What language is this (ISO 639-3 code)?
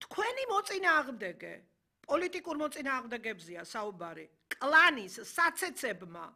kat